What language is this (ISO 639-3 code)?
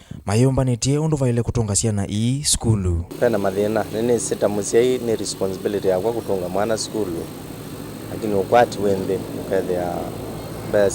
kam